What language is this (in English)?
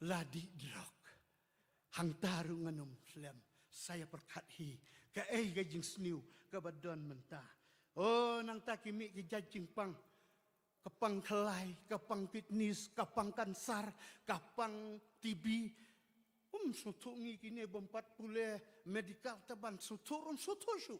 Khasi